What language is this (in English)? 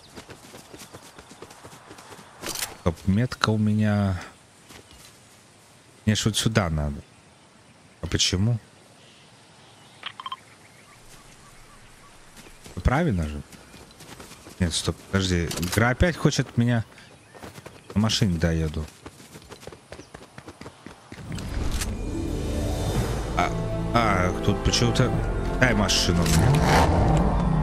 Russian